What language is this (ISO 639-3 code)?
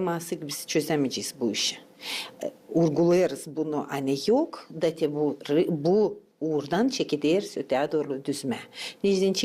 gag